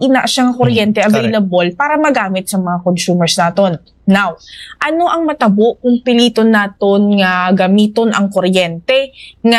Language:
Hiligaynon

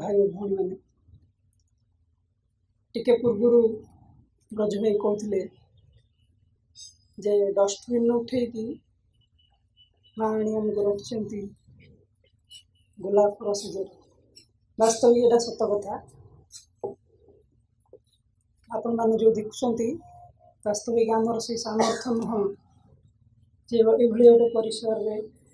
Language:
Odia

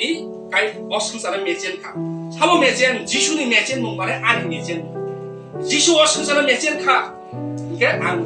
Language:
Kok Borok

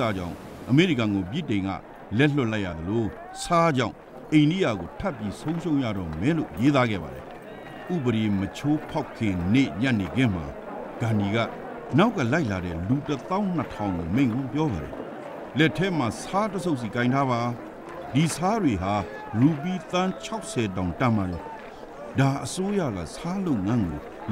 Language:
Burmese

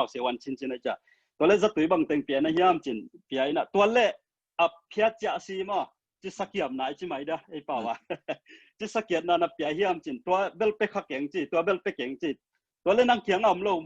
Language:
Tedim Chin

